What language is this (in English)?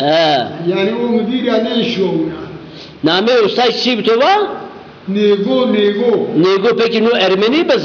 Zaza